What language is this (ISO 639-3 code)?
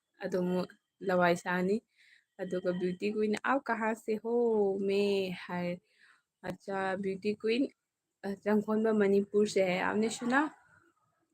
mni